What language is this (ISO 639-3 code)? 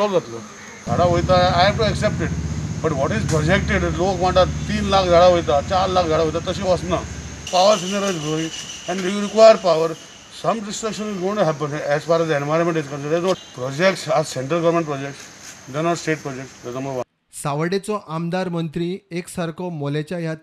kok